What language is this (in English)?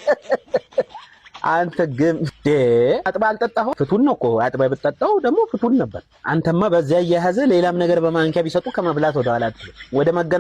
Amharic